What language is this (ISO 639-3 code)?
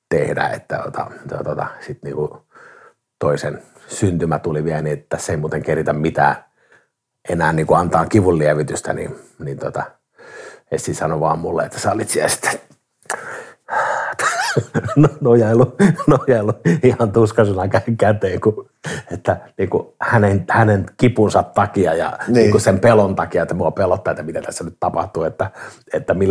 fin